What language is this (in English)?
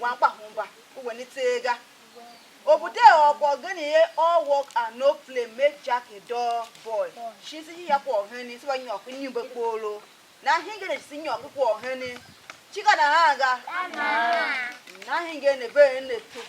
Tiv